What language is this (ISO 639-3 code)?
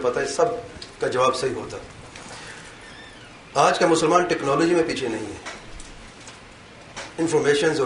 urd